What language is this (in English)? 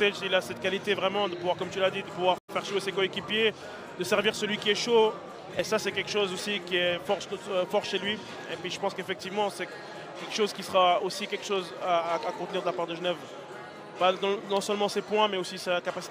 French